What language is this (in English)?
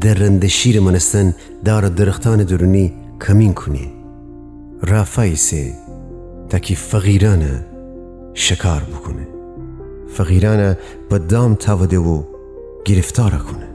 Gilaki